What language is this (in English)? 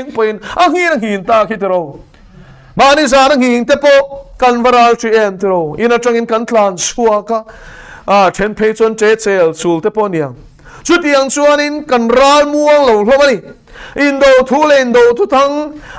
Mizo